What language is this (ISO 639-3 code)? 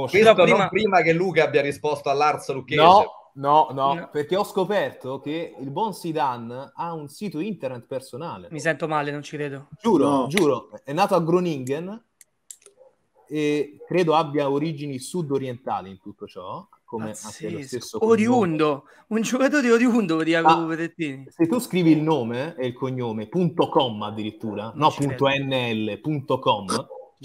ita